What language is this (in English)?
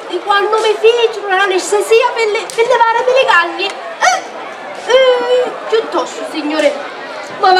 Sicilian